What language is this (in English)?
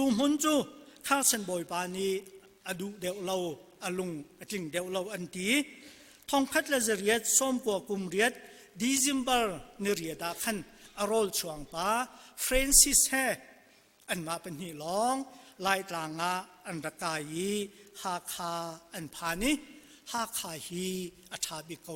Hakha Chin